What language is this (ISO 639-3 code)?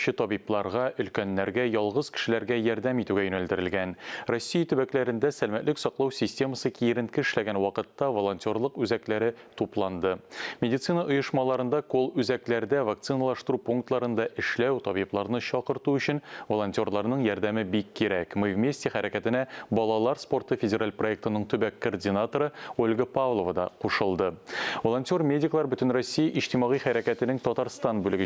tat